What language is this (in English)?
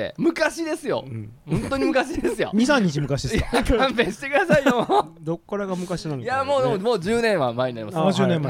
Japanese